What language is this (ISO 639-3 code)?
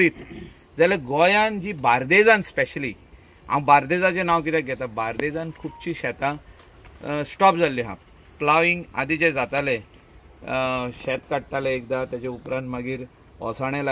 kok